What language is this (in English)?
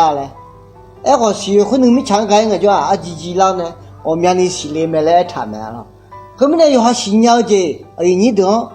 Akha